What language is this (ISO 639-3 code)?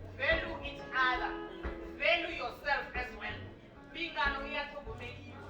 ven